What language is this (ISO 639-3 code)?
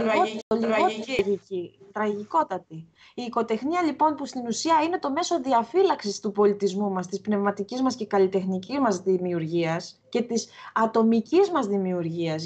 ell